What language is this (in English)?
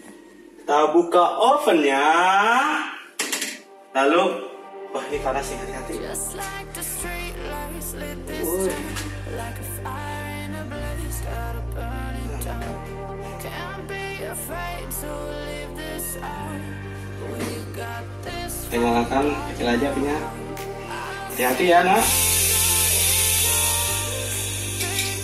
Indonesian